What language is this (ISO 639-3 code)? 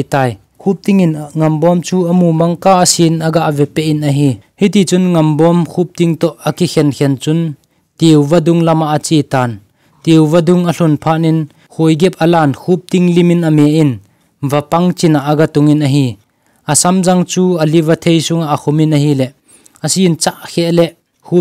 tcz